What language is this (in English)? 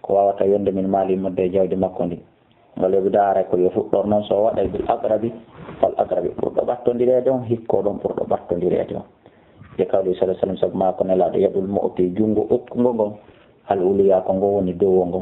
Fula